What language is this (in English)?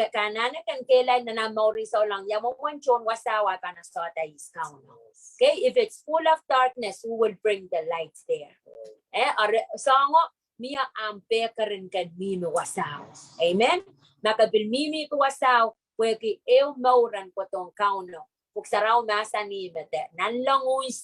Pohnpeian